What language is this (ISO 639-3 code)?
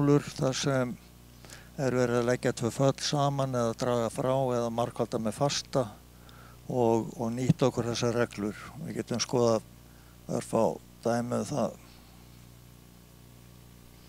isl